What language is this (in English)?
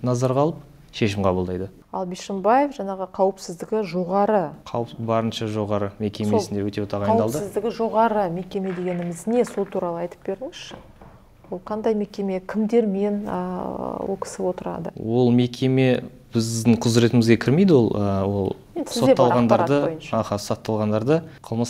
Kazakh